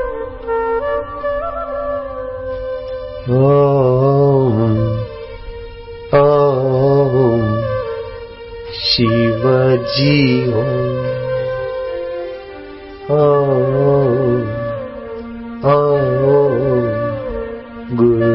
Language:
Hindi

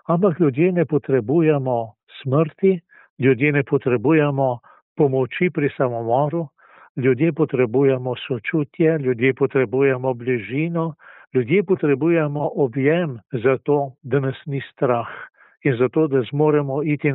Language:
Slovenian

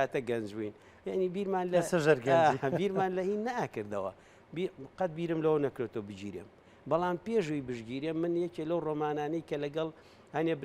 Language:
Central Kurdish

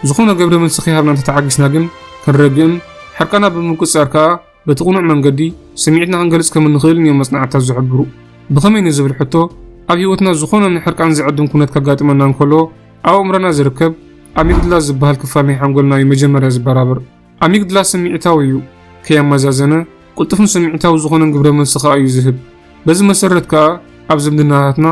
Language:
Tigrinya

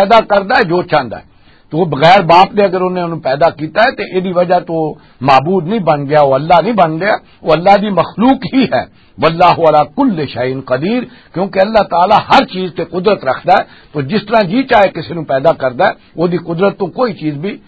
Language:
Western Panjabi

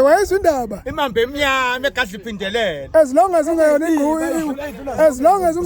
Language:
Zulu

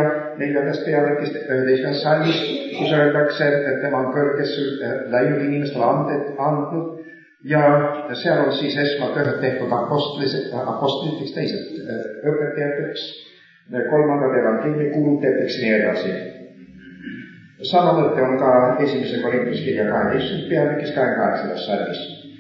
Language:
Estonian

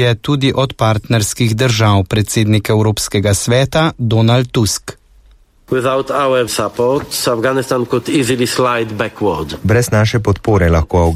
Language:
Slovenian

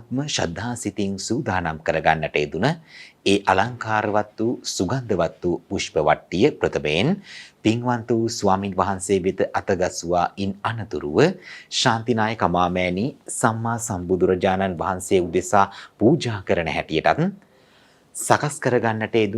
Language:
Sinhala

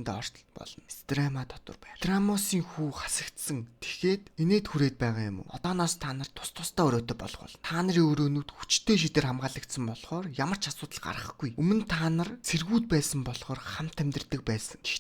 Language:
Mongolian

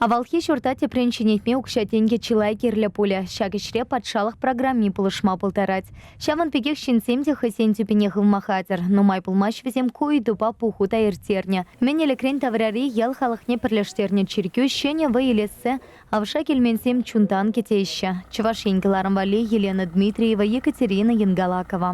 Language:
Chuvash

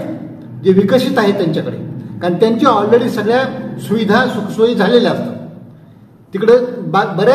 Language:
Marathi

